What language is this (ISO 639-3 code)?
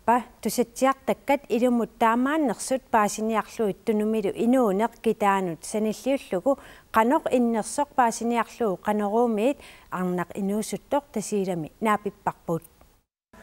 kal